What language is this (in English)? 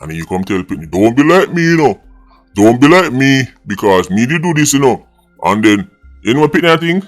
Jamaican Creole English